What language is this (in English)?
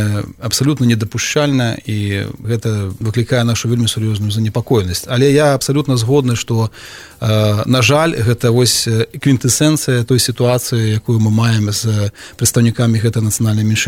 Belarusian